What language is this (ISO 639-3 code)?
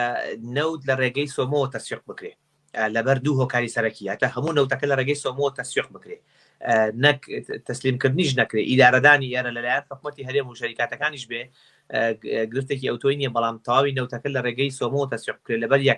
ckb